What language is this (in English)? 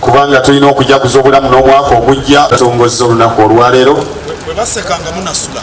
Ganda